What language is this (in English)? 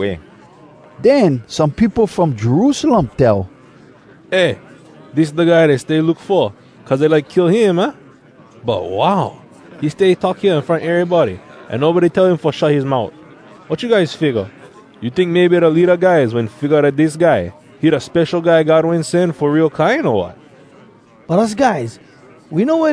Hawai'i Creole English